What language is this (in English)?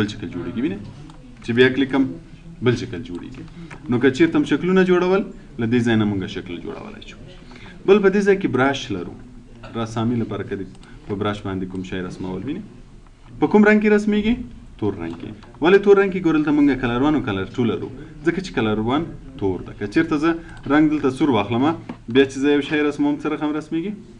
Pashto